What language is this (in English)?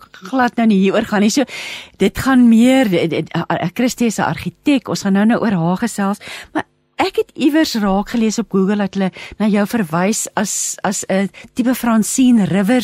Afrikaans